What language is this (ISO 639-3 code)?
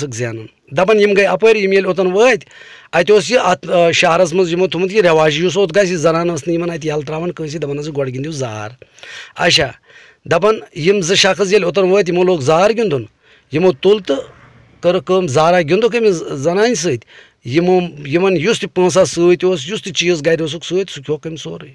kas